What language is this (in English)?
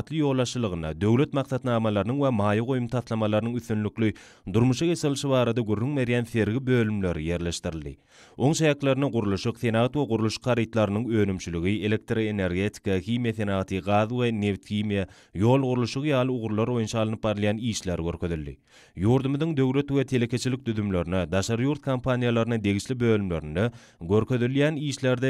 Turkmen